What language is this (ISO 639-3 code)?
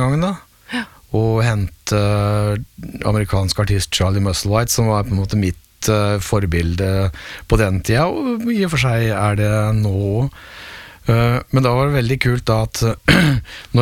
nor